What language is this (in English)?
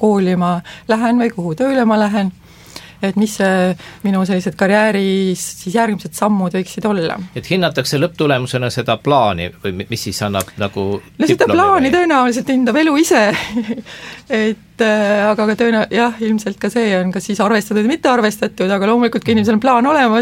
Estonian